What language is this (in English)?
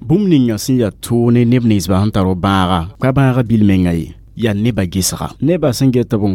Mossi